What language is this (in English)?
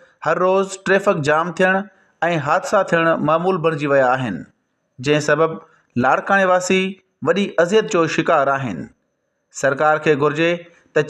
Sindhi